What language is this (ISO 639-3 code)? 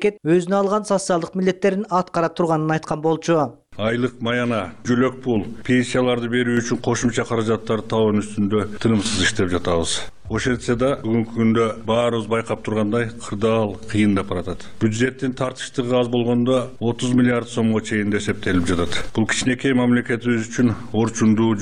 kir